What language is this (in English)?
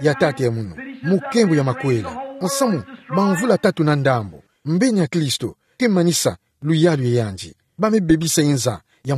Kituba (Democratic Republic of Congo)